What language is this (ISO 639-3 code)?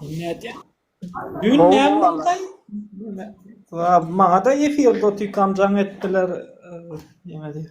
tuk